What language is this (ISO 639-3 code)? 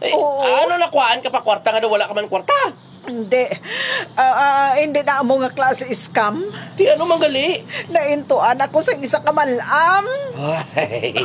hil